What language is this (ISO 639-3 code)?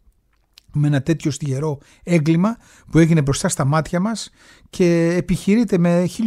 ell